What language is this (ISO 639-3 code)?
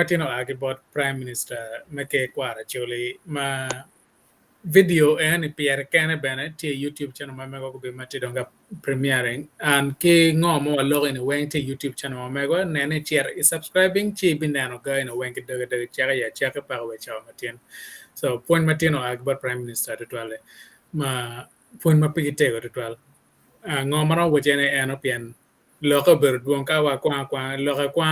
ach